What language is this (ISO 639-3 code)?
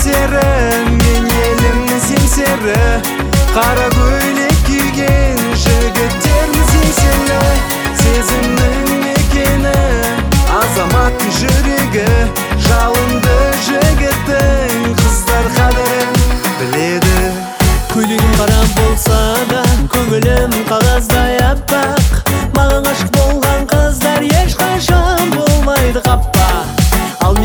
kaz